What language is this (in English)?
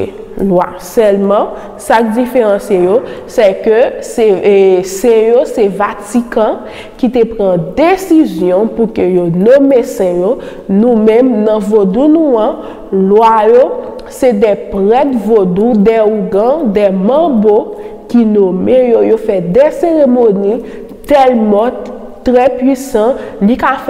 Haitian Creole